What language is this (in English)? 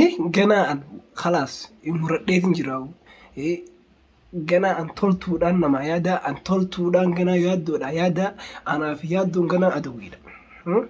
Oromo